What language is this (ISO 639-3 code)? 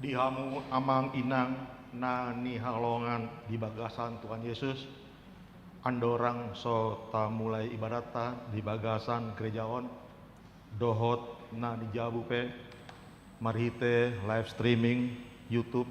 bbc